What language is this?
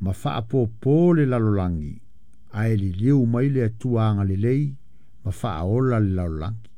Samoan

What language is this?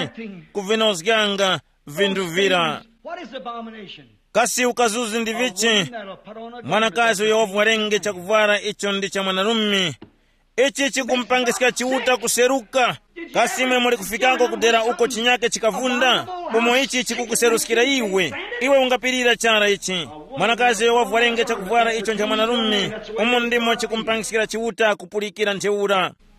Tumbuka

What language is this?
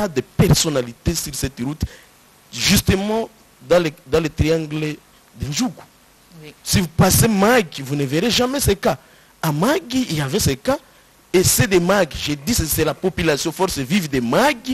French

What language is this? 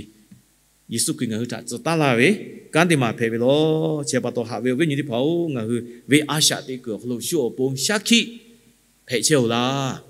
Lahu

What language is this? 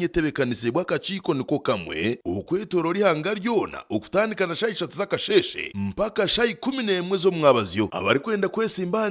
Nyankole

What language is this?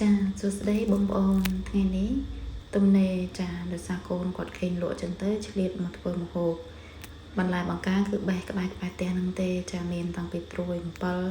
Khmer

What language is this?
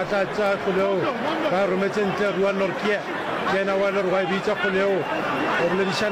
Northern Sotho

